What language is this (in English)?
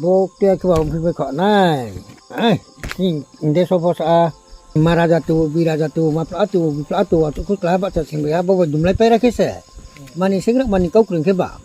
Riang (India)